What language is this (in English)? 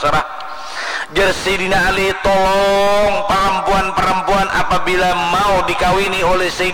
Banjar